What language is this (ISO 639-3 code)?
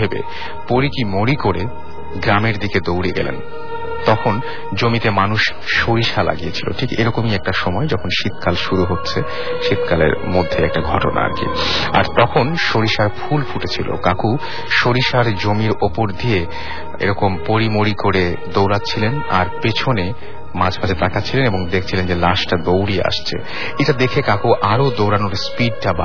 ben